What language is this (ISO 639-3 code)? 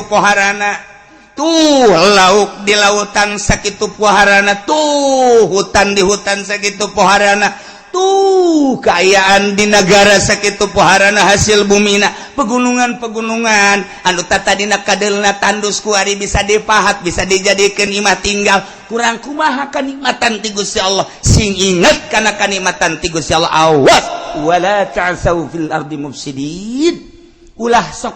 sun